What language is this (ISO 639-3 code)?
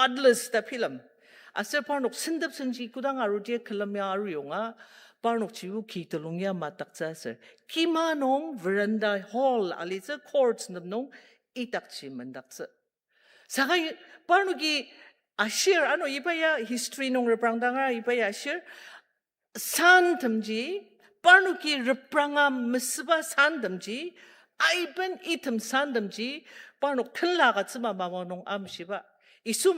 njo